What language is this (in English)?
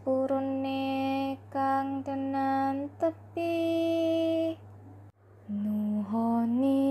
Javanese